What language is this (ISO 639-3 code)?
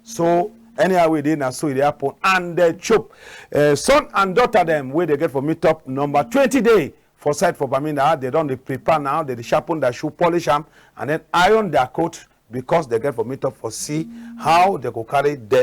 wes